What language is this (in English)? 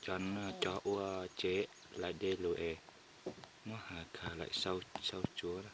Hmong